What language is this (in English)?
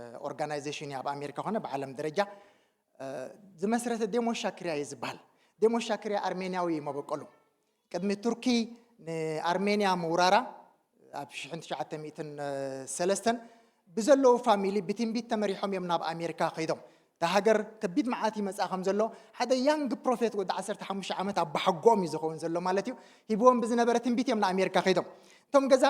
Tigrinya